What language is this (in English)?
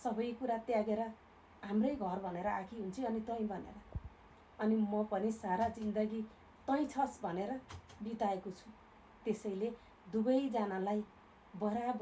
Nepali